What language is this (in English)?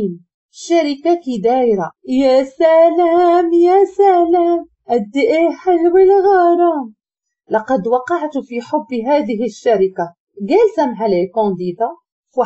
Moroccan Arabic